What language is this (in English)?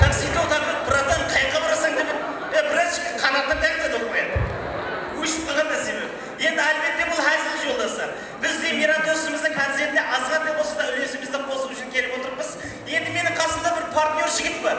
Kara-Kalpak